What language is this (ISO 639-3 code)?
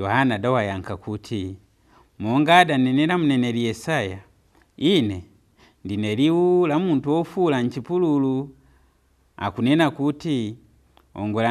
nya